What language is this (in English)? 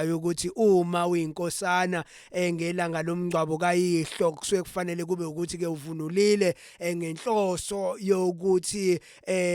Zulu